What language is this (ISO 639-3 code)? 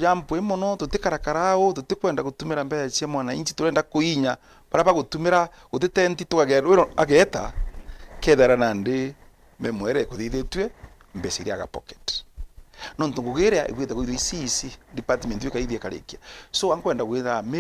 mer